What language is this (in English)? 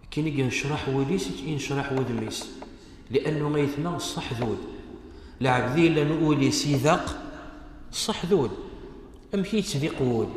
Kabyle